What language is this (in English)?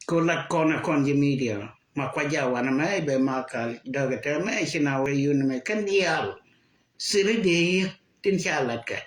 Nuer